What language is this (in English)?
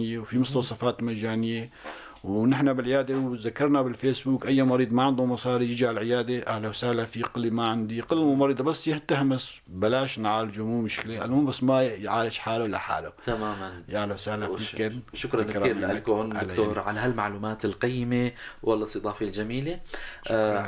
North Levantine Arabic